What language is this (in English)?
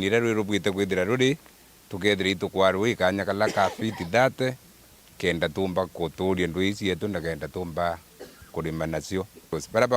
Meru